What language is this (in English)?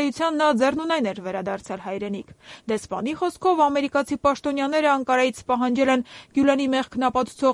Armenian